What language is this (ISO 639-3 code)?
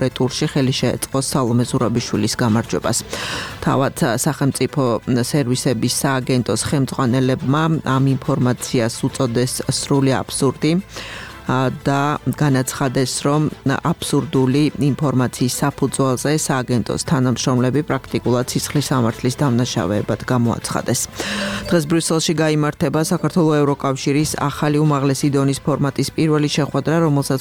kat